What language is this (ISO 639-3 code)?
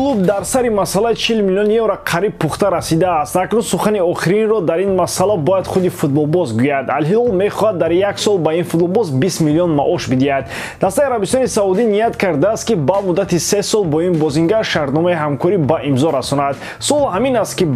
tgk